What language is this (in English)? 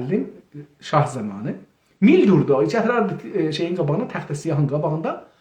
South Azerbaijani